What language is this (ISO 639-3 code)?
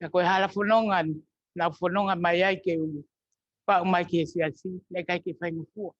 ton